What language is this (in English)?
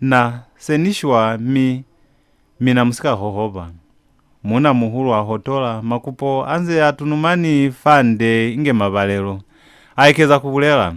Lozi